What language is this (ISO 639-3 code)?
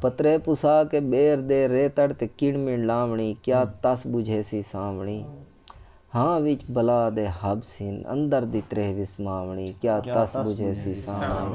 skr